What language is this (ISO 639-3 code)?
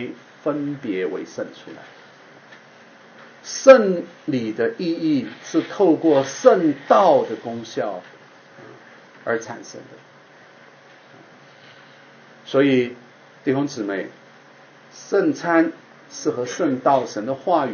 zho